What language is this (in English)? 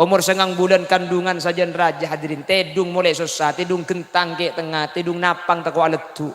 Madurese